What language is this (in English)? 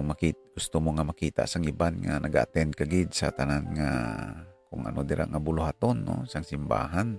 Hiligaynon